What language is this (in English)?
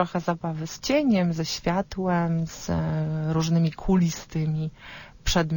Polish